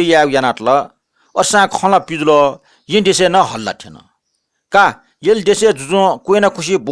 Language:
Newari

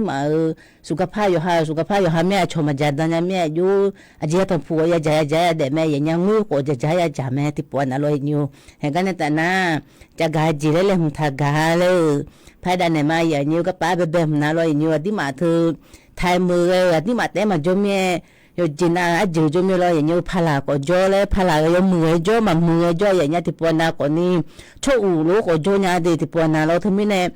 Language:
Akha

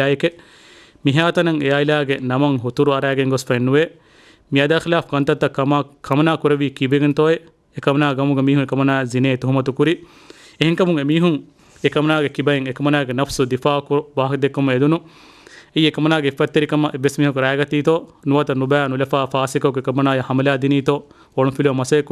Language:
Divehi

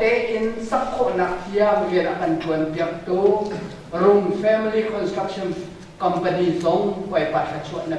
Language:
Hakha Chin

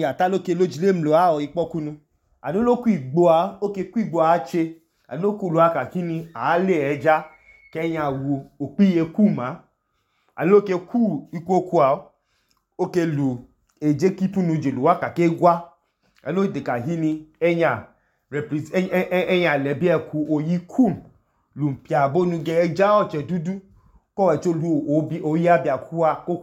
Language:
Idoma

